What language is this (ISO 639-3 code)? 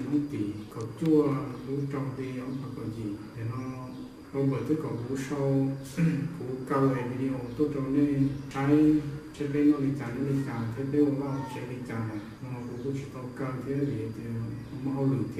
hmn